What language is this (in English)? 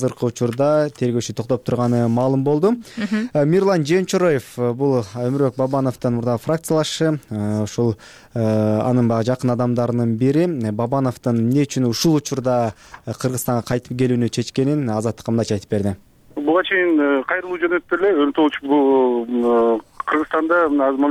Kyrgyz